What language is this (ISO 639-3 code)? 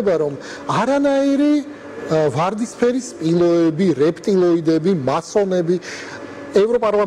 kat